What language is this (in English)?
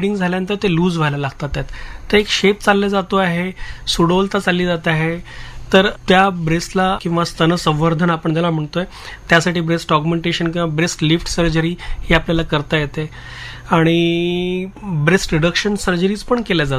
Marathi